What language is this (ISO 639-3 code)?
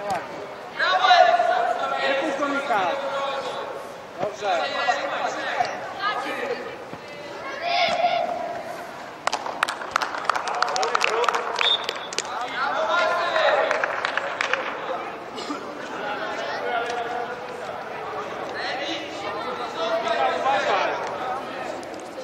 pol